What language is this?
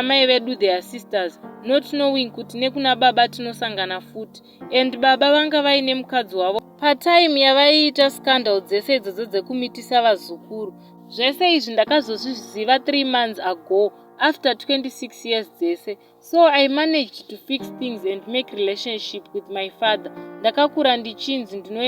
Shona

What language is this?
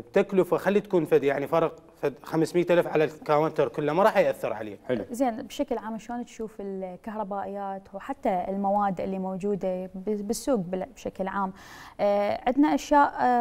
Mesopotamian Arabic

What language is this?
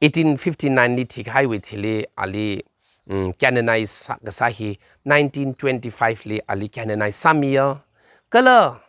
Tangkhul Naga (India)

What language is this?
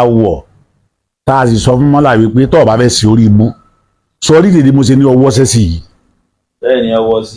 Yoruba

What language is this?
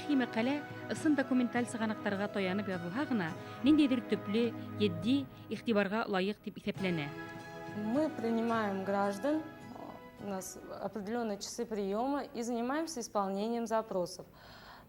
Bashkir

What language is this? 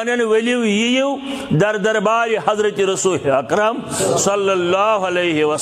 Kashmiri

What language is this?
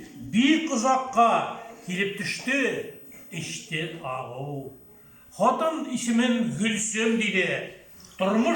Tatar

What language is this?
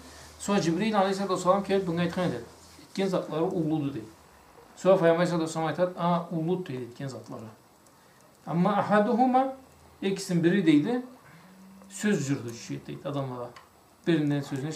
Karachay-Balkar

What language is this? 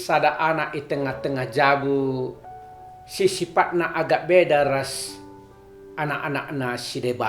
Batak Karo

